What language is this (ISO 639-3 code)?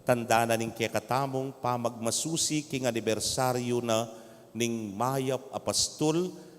pam